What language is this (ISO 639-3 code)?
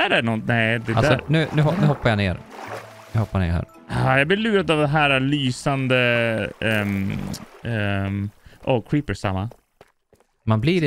swe